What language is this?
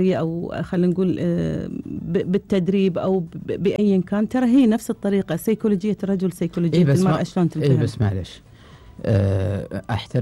Gulf Arabic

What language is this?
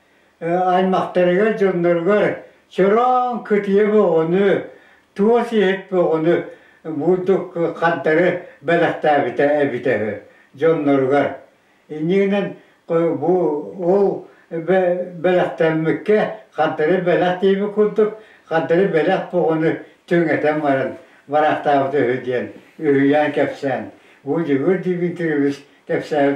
Yakut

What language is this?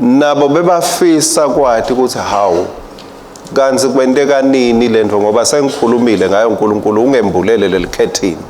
Swati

